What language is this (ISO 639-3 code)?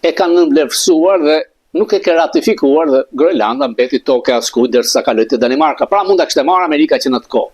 sqi